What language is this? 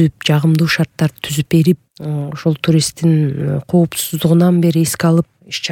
Kyrgyz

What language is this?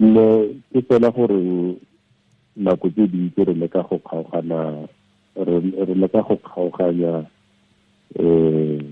Tswana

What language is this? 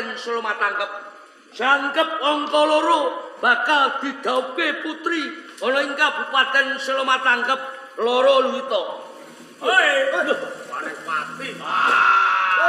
Javanese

